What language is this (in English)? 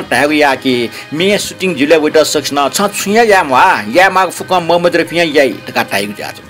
Newari